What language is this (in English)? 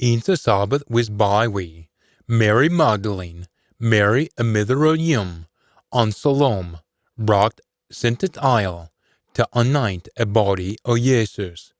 Scots